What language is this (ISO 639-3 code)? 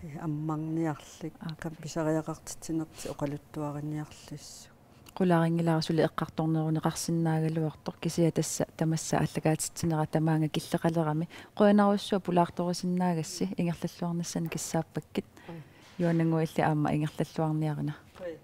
kal